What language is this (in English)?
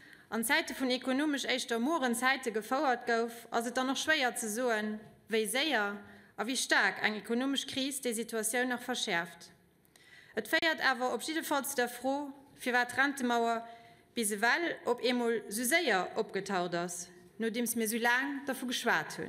Luxembourgish